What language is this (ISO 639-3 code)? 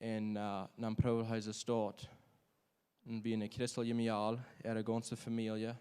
pdt